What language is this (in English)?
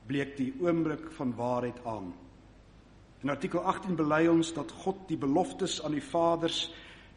Afrikaans